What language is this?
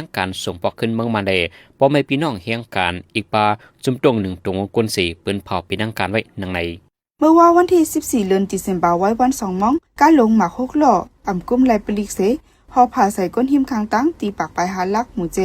Shan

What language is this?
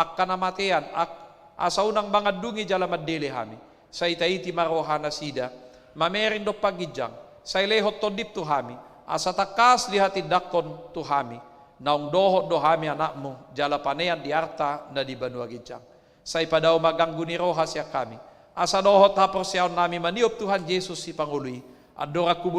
Batak Toba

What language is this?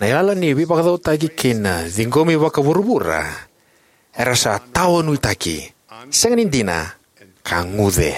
Fijian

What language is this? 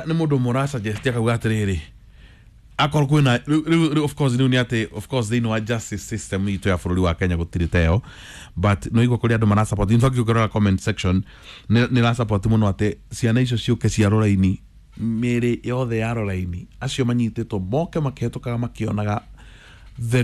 Kikuyu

